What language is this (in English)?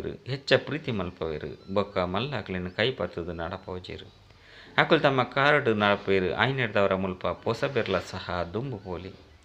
Tulu